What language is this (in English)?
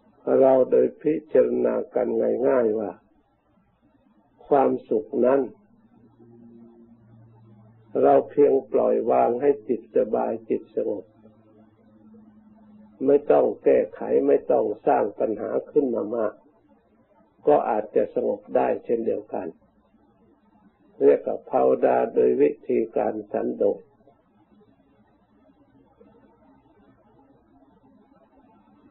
Thai